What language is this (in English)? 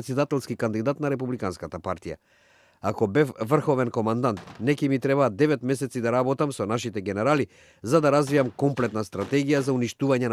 Macedonian